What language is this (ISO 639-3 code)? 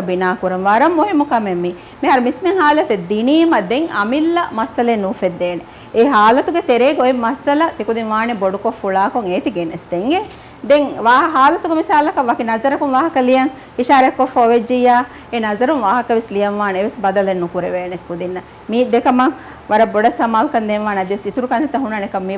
div